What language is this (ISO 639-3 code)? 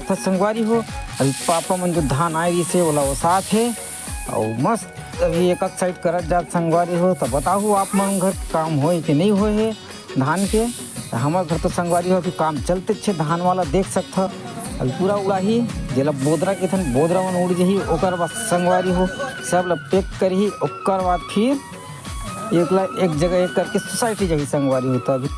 hne